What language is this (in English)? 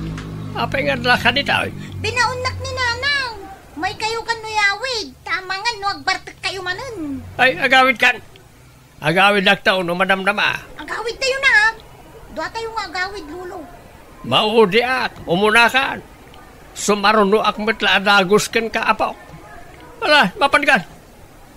Iloko